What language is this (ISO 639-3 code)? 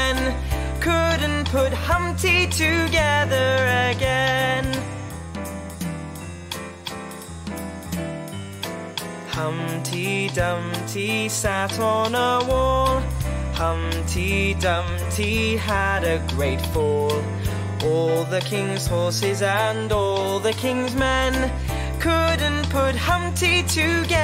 eng